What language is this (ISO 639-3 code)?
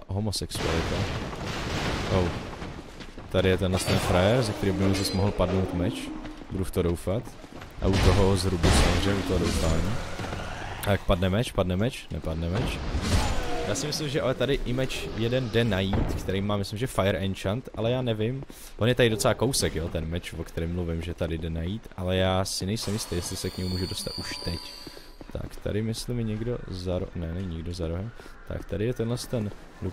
ces